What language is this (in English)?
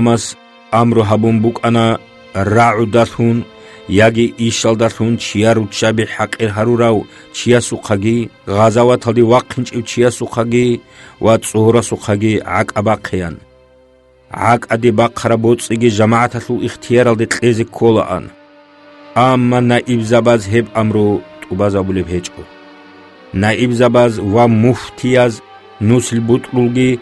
Avaric